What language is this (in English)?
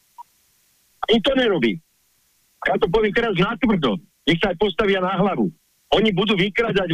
Slovak